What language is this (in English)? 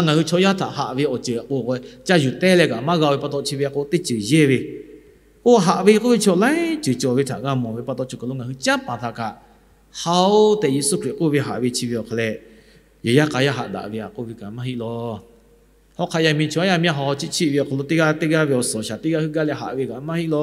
Lahu